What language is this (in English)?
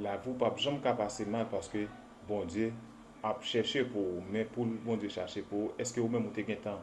Haitian Creole